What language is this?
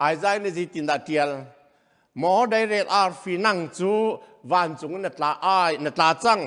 Hakha Chin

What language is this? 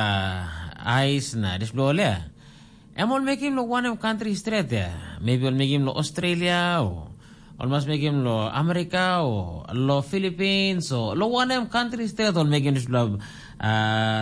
Tok Pisin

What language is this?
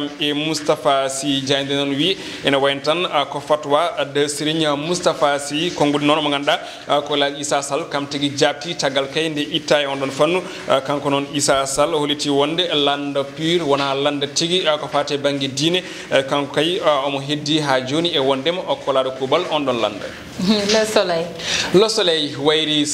Fula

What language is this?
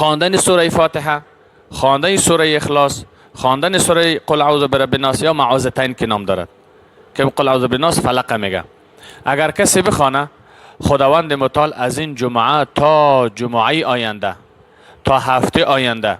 Persian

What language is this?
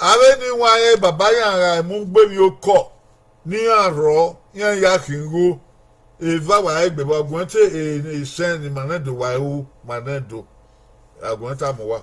Bini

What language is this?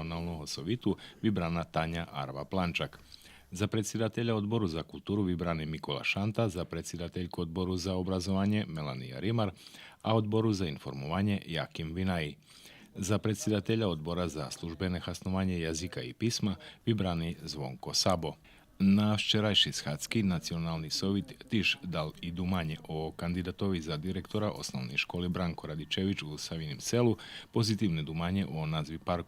Rusyn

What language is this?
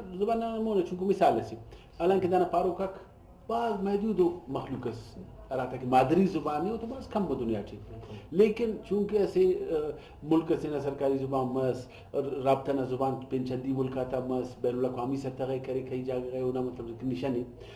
Brahui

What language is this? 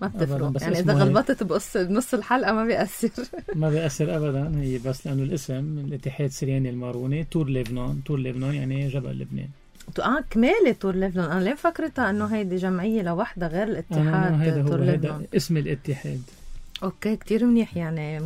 North Levantine Arabic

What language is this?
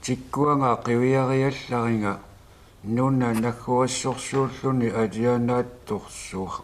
Kalaallisut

